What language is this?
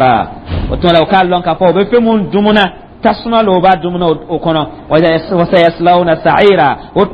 Dyula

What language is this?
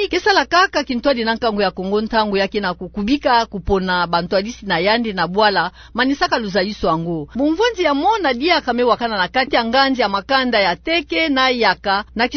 Kituba (Democratic Republic of Congo)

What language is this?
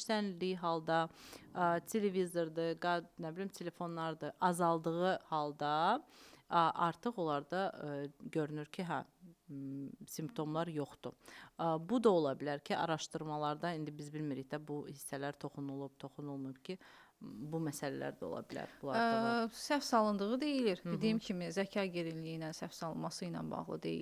Azerbaijani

